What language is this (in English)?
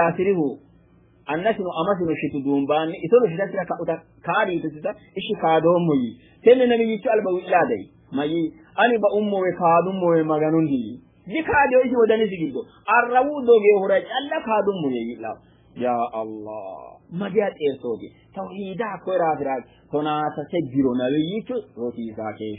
Sidamo